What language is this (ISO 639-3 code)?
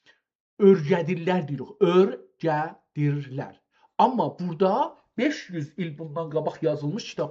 azb